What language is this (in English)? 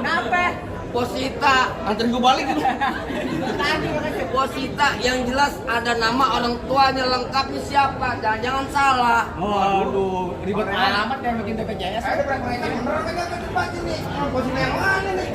Betawi